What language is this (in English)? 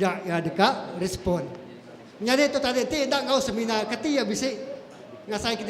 Iban